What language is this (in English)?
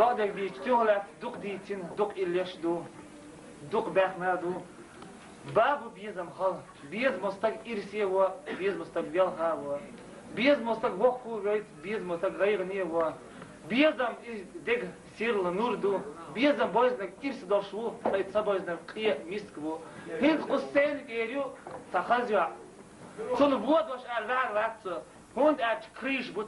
Chechen